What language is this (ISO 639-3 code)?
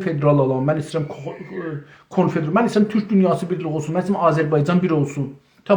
azb